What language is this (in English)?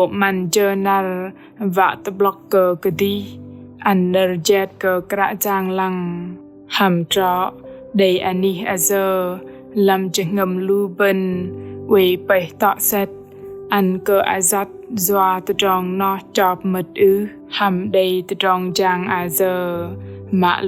Bahnar